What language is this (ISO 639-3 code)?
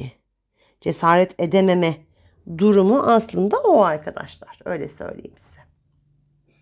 tur